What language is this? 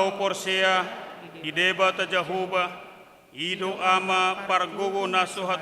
Batak Toba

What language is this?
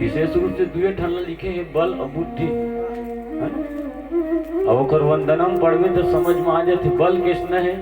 Chhattisgarhi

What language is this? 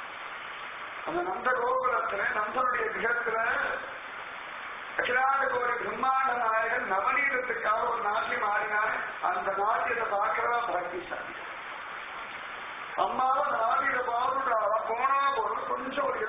Tamil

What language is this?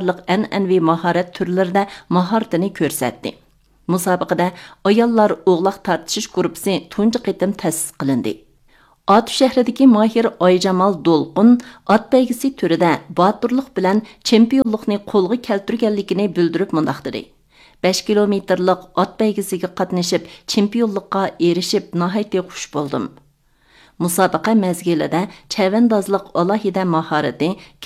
Uyghur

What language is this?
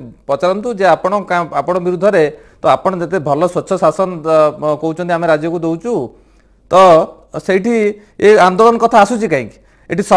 Odia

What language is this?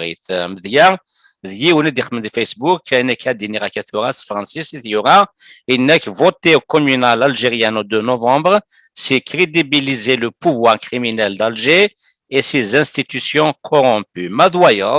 Kabyle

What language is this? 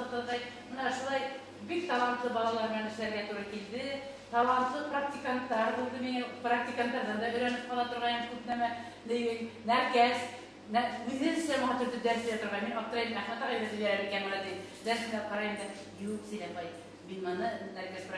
Bashkir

